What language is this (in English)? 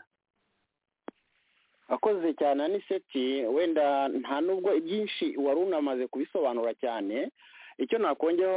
Kinyarwanda